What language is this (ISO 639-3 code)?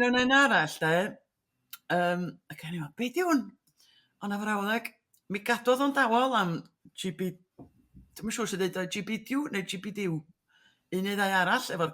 cym